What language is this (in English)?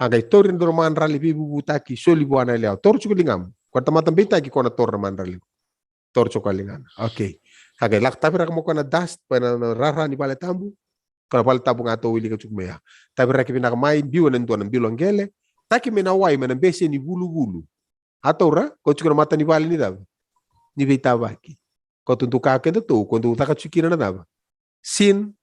Fijian